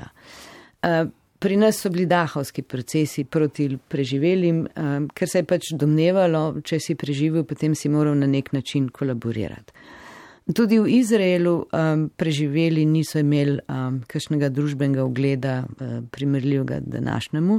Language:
Slovenian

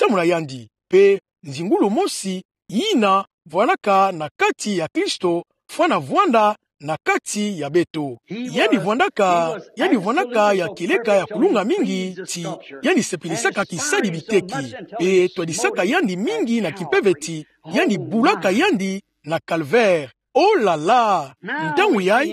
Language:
Kituba (Democratic Republic of Congo)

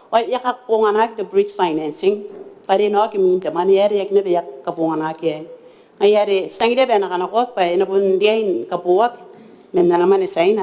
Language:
Gilbertese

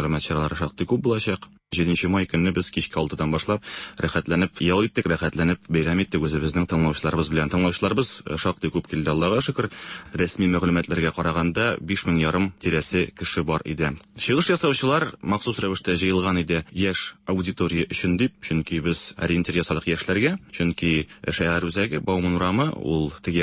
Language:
Tatar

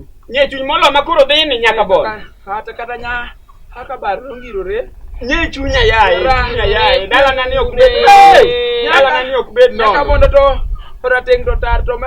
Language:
Luo (Kenya and Tanzania)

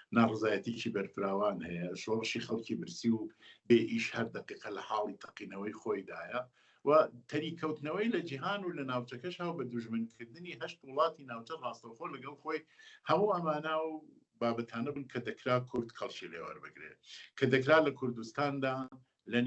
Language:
Central Kurdish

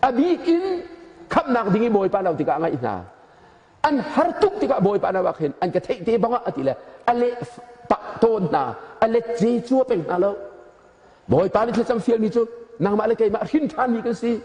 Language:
Hakha Chin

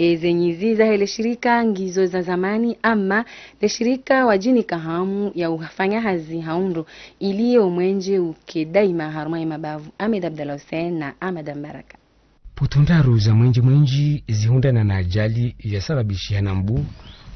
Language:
Ngazidja Comorian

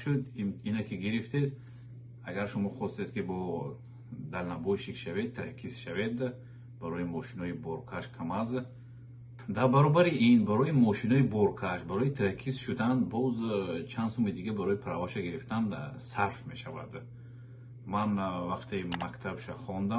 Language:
Tajik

